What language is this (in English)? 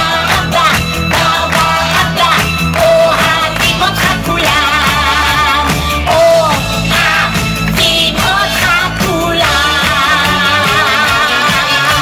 Hebrew